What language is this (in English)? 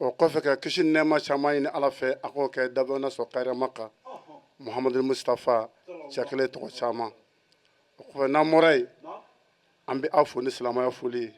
Bambara